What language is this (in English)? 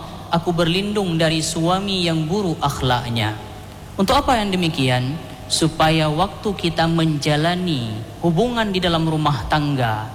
Indonesian